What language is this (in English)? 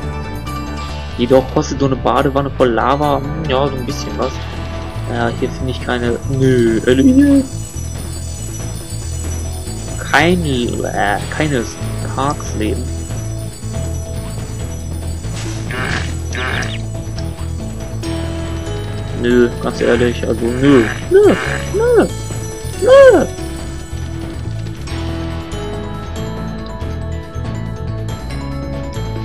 German